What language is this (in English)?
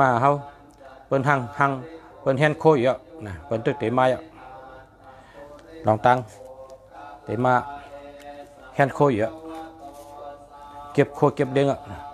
Shan